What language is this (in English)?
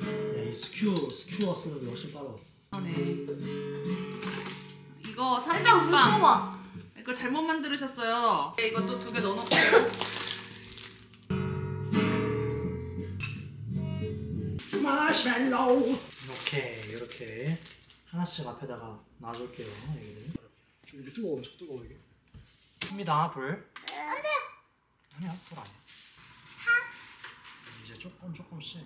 Korean